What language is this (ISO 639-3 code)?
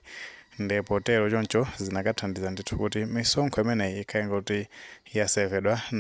nya